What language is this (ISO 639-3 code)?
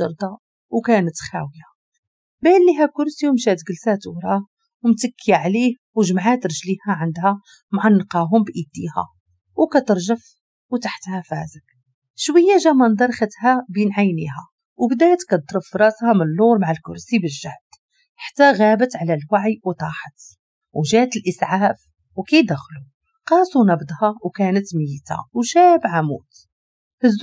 ary